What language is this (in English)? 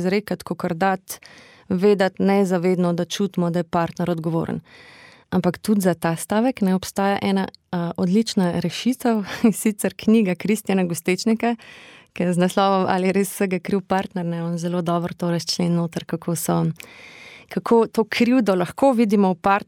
Slovenian